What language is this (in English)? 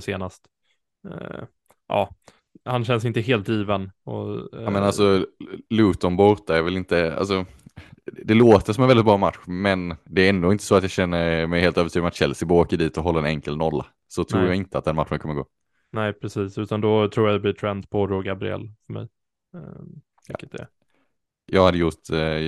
Swedish